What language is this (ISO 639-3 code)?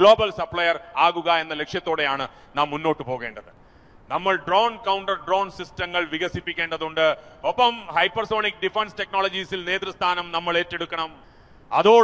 mal